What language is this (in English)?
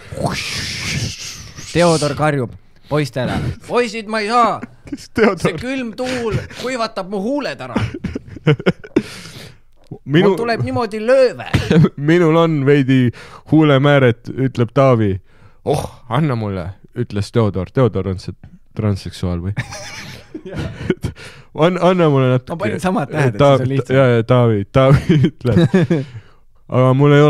Estonian